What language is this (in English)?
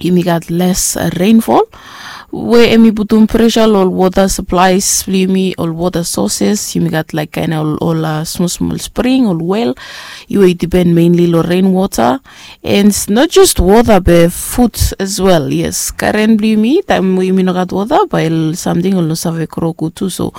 Bislama